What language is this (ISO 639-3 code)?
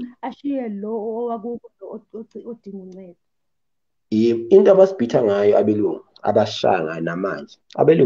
zul